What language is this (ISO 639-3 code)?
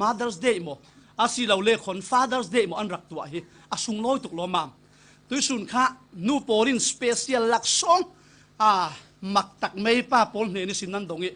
cfm